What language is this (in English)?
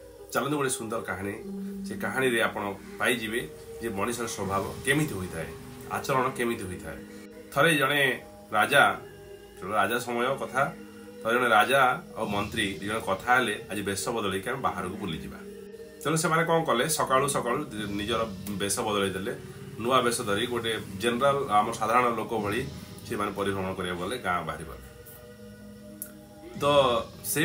Odia